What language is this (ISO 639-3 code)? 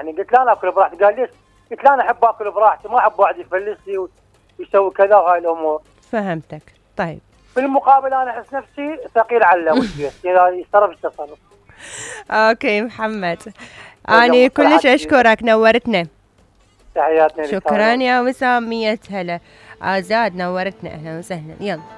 acm